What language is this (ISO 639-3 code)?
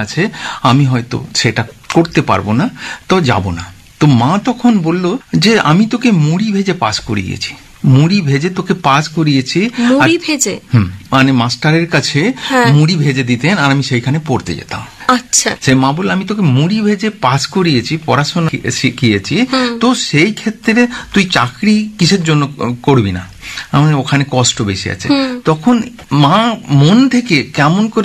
ben